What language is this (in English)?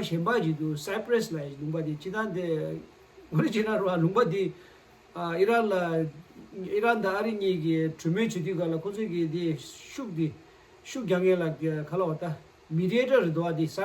Tibetan